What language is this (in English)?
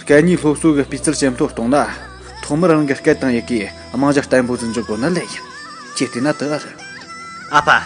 Tibetan